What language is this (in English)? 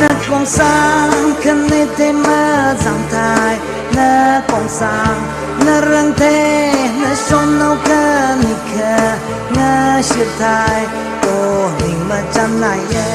Tangkhul Naga (India)